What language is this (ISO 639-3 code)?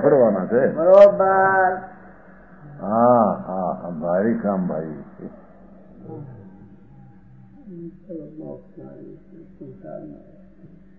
guj